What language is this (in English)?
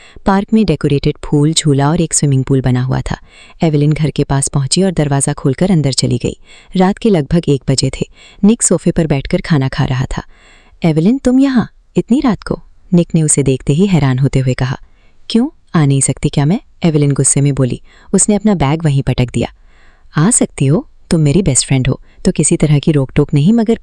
Hindi